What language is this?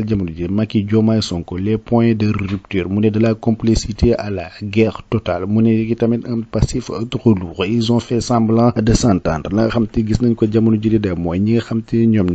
Wolof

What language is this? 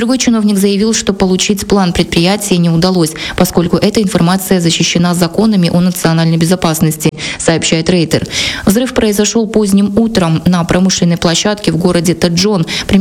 Russian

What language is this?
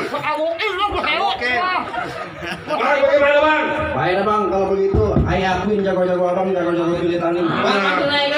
Betawi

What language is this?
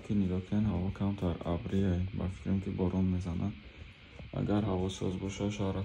Tajik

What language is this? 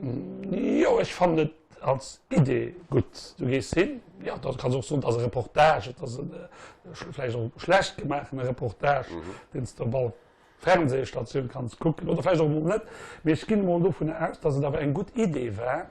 Luxembourgish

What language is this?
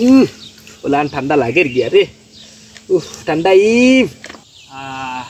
Sylheti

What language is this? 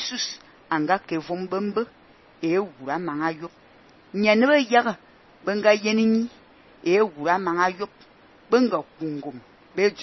Fang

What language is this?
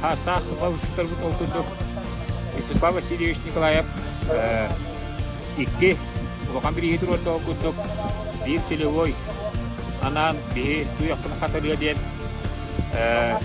Yakut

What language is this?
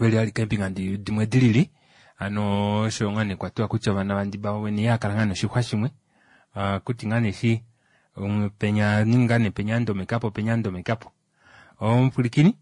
Kuanyama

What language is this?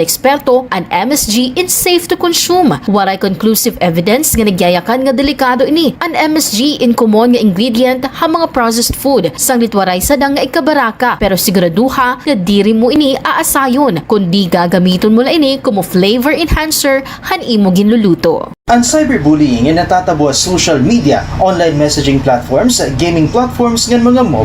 Waray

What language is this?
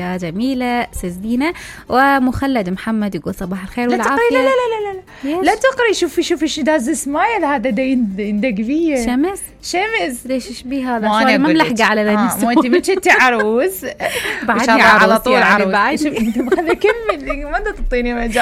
Mesopotamian Arabic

